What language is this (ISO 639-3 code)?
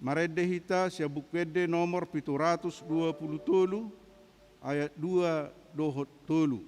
bbc